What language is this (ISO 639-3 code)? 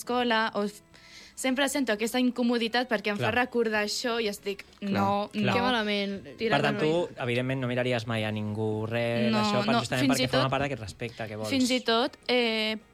cat